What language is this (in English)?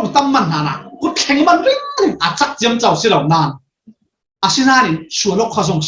Falam Chin